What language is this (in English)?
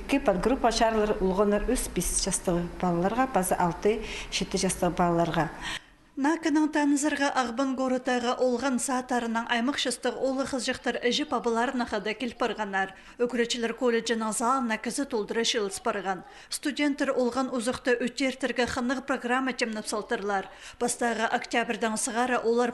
Khakas